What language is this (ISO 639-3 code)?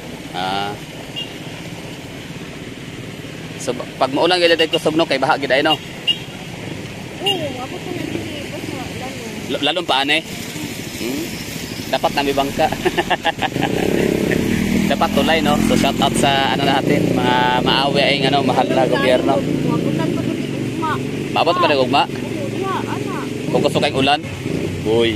fil